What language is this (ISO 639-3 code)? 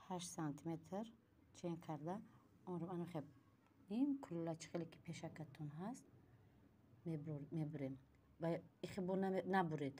tgk